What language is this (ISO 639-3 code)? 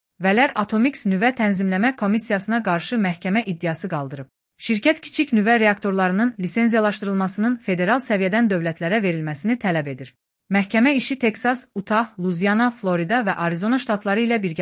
aze